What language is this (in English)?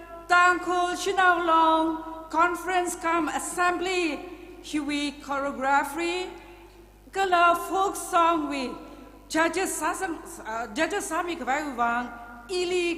Tangkhul Naga (India)